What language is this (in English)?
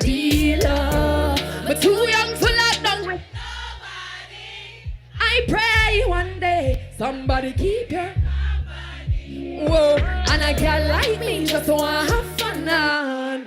Jamaican Creole English